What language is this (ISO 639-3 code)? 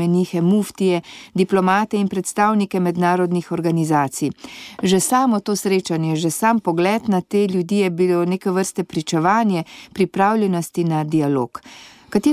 slv